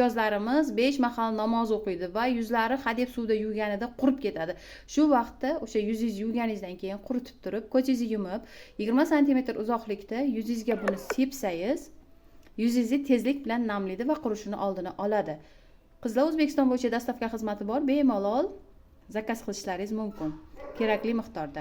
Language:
Uzbek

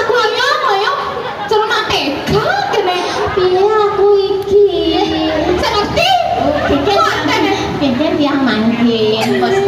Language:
Balinese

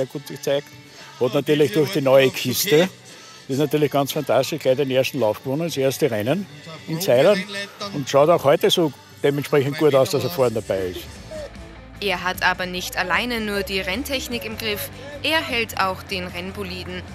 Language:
German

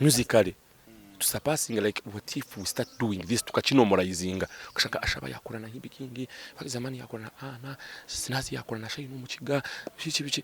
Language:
Nyankole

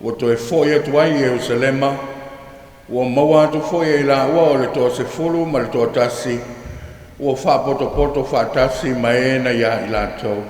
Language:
Samoan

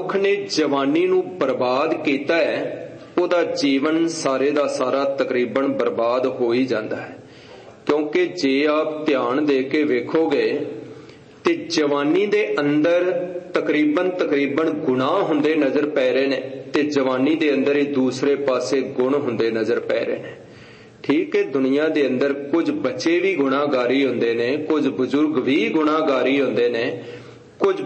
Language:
Punjabi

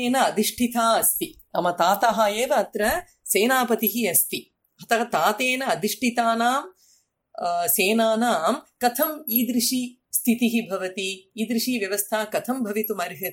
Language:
Sanskrit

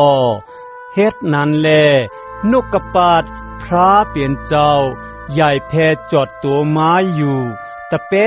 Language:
Shan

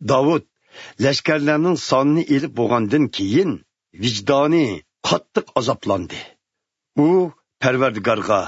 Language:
Uyghur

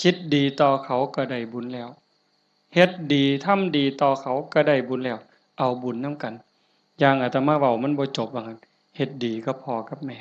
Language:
Northeastern Thai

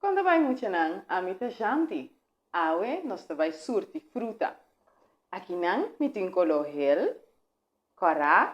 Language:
Papiamento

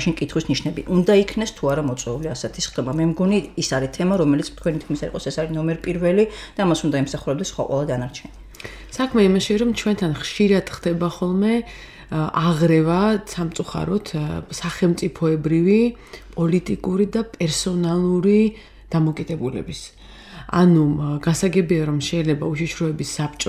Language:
Georgian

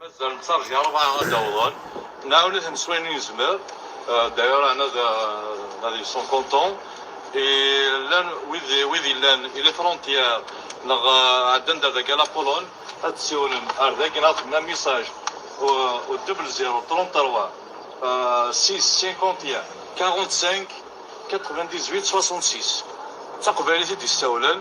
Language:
Kabyle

